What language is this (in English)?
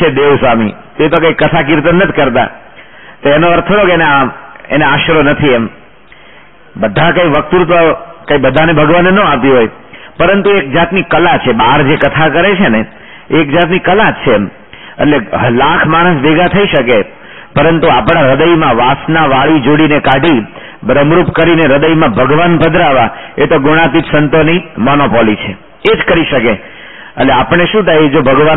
Gujarati